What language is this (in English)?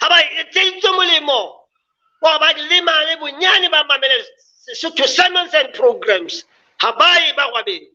Southern Sotho